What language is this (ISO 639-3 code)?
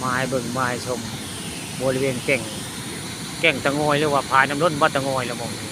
tts